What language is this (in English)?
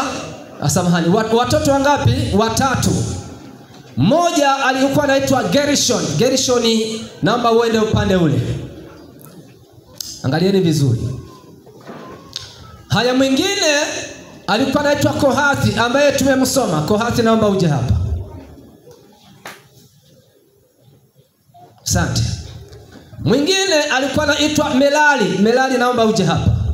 Swahili